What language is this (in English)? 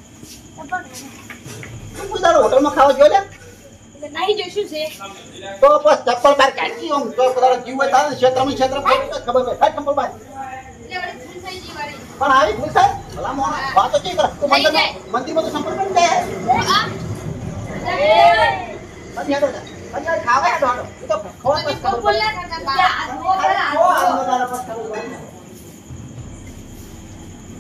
Gujarati